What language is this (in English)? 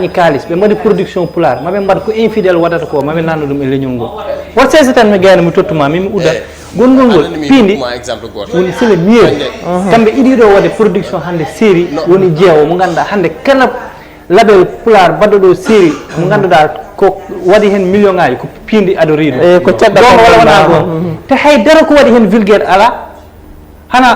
Fula